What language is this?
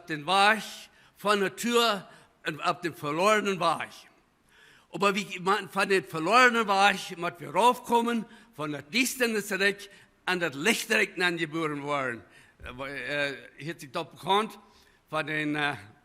Plautdietsch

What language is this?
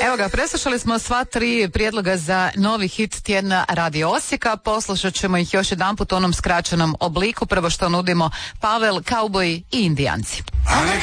Croatian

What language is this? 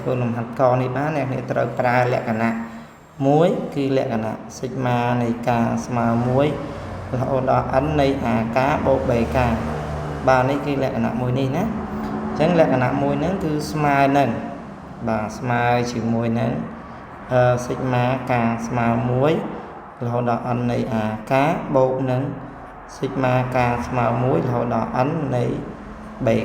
Khmer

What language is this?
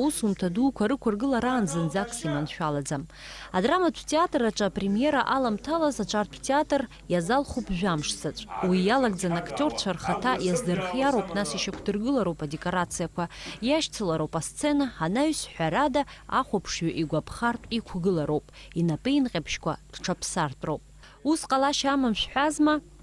Abkhazian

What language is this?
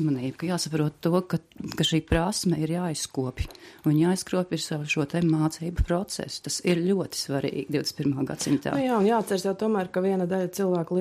Latvian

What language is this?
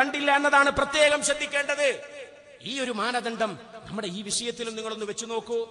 Malayalam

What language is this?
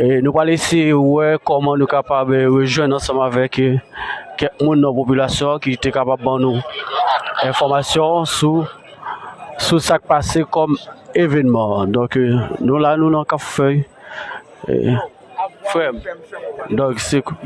Haitian Creole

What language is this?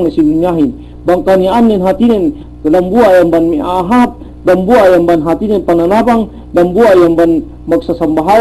Yakan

